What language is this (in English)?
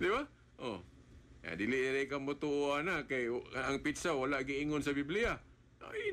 Cebuano